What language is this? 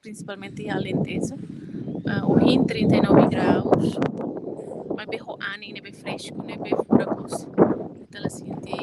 Tetum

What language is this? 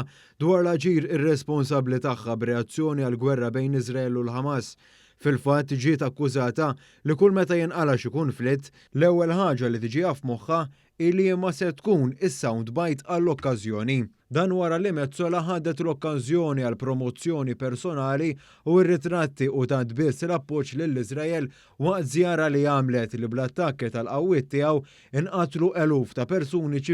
Maltese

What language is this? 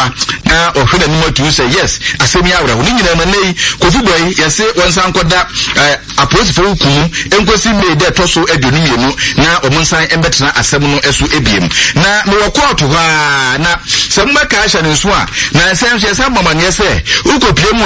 Akan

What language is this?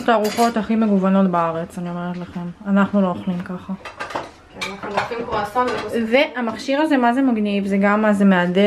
Hebrew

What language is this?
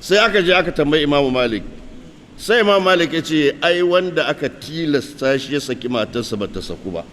Hausa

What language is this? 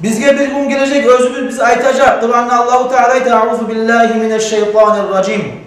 Kumyk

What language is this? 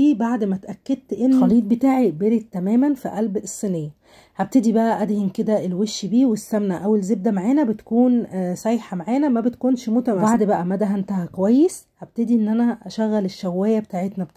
Egyptian Arabic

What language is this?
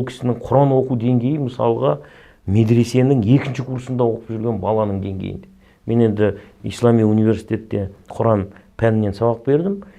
Kazakh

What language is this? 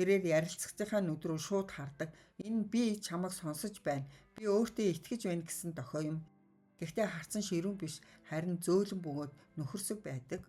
Mongolian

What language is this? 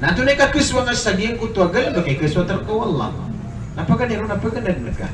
Maranao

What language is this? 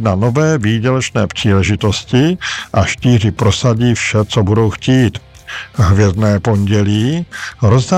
Czech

